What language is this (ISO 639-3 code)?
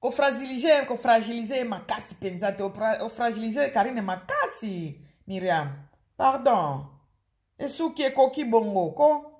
lin